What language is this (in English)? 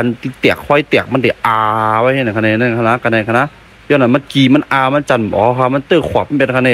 Shan